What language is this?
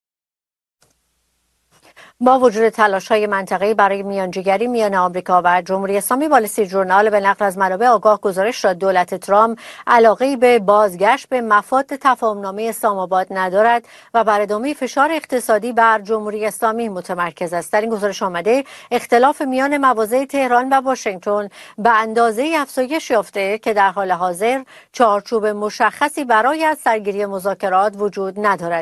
Persian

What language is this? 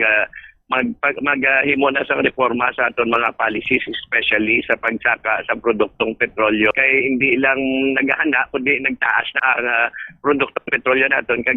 Hiligaynon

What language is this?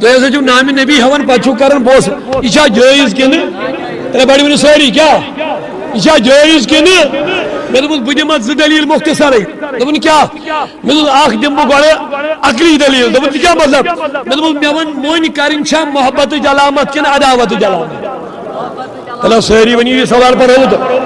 Kashmiri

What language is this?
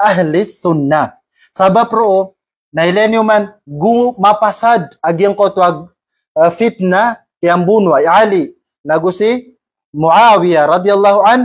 Maranao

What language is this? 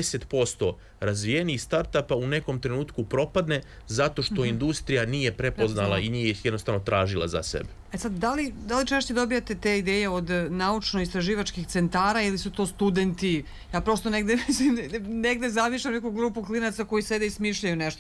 Serbian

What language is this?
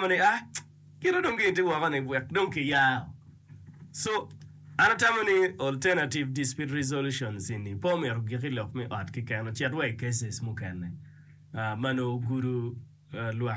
Acoli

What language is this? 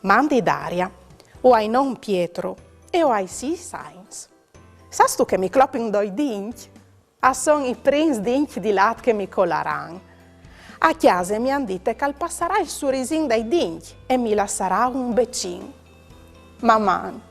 Friulian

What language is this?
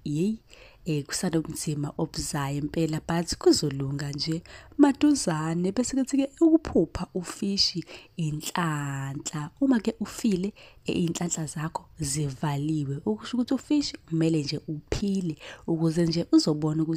Zulu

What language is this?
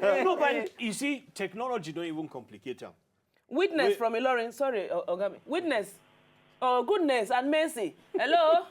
Nigerian Pidgin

